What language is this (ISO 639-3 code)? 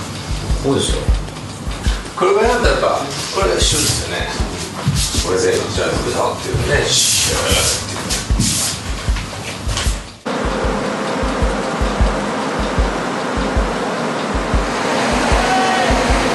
jpn